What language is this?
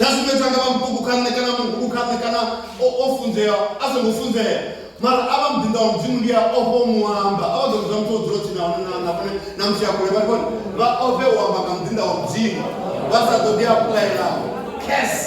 Venda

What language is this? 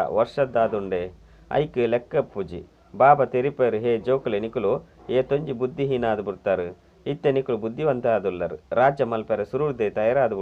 Tulu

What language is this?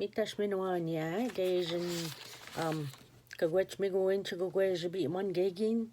Ojibwa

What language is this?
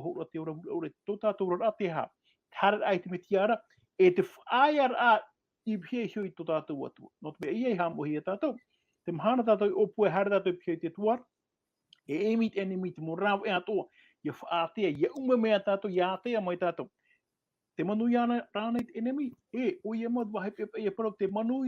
Tahitian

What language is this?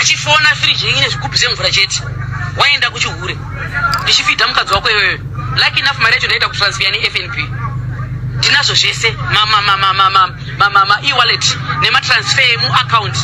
Shona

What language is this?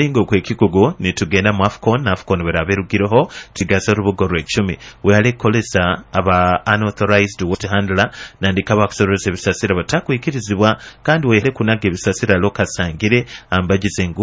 Nyoro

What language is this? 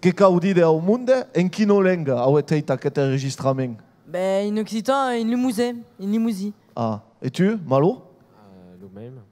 Occitan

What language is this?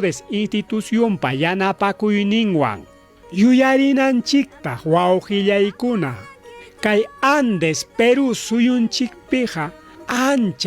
Ayacucho Quechua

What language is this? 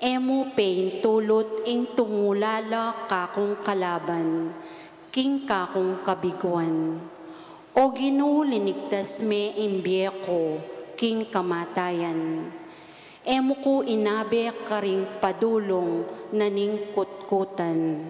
Pampanga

